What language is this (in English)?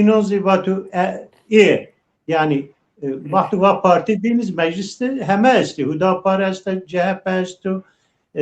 Zaza